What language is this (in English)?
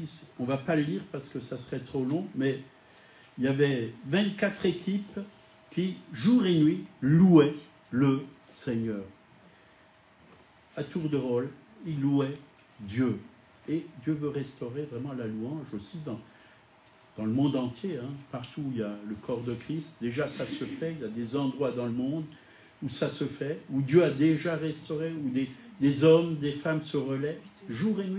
French